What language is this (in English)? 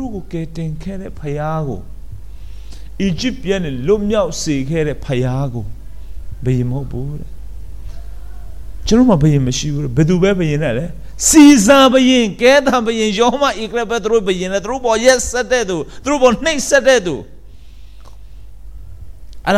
Burmese